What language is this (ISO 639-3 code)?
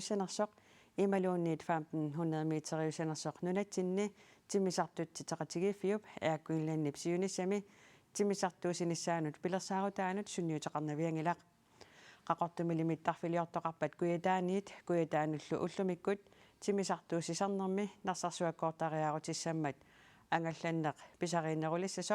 kal